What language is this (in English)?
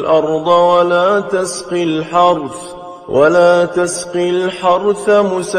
Arabic